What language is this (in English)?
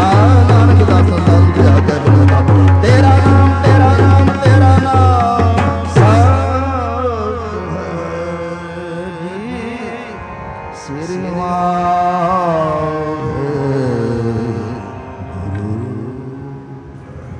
Punjabi